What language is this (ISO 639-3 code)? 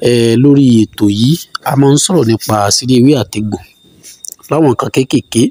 yor